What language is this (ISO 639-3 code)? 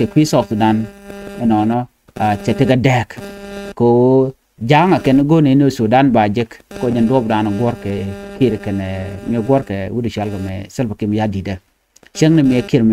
nus